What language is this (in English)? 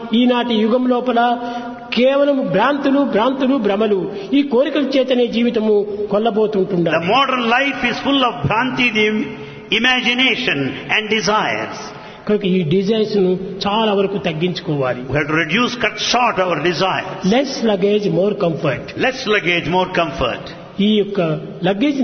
Telugu